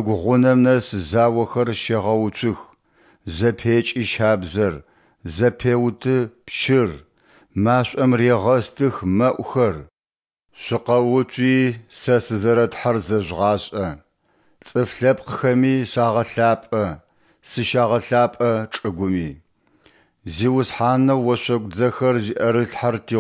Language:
Adyghe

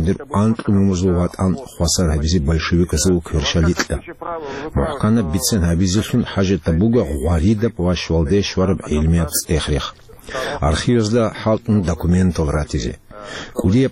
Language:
Avaric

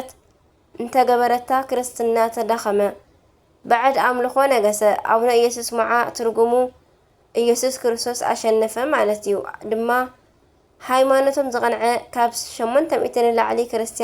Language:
Tigrinya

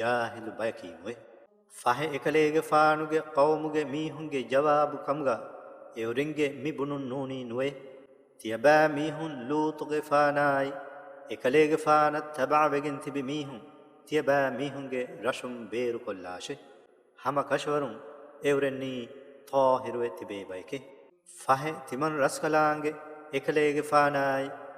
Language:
Divehi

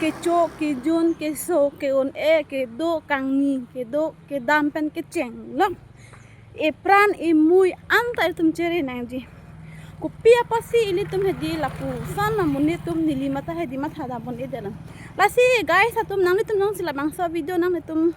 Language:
Karbi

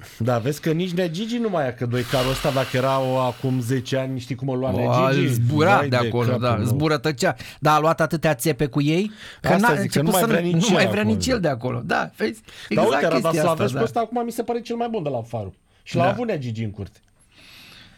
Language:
Romanian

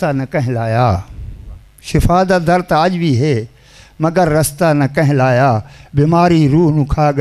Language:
Saraiki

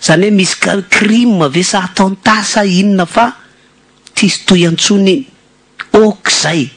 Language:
Malagasy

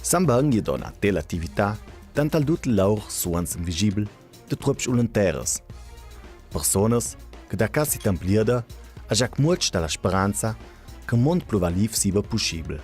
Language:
Ladin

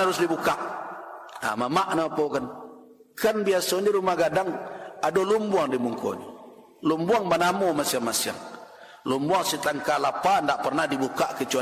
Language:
Minangkabau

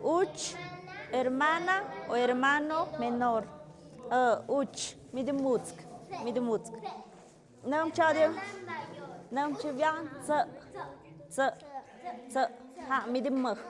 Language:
Tlahuitoltepec Mixe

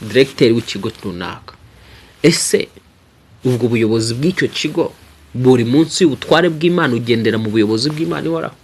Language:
Kinyarwanda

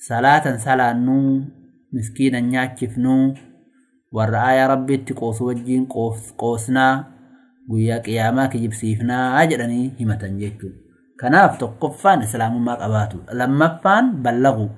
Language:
Oromo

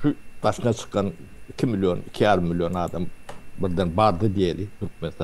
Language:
Turkmen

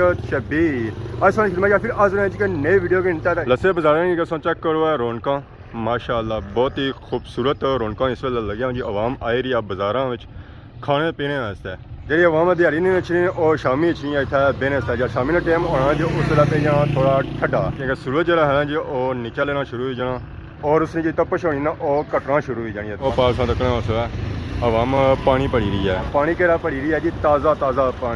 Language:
Pahari-Potwari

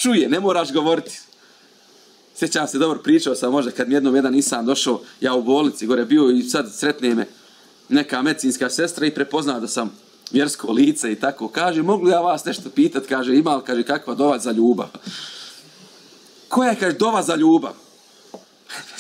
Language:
Bosnian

